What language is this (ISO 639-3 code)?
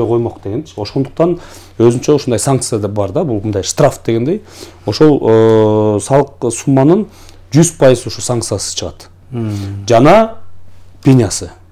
kir